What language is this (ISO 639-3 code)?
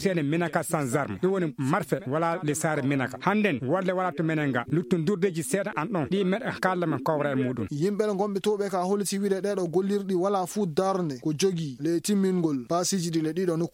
ful